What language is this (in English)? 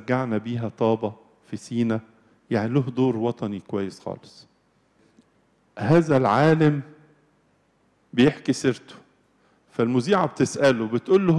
Egyptian Arabic